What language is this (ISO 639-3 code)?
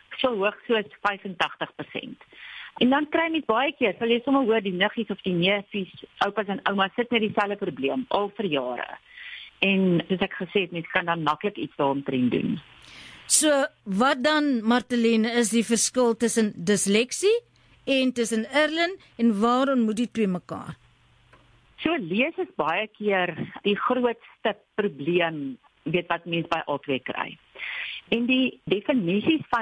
afr